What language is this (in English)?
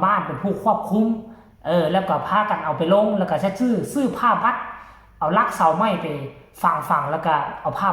Northeastern Thai